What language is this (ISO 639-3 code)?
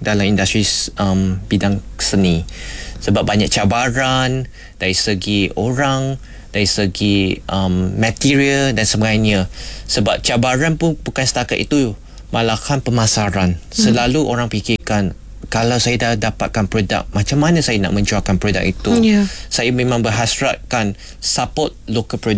msa